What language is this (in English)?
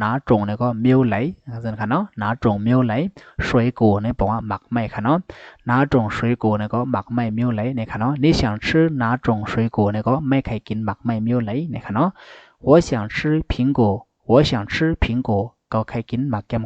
Shan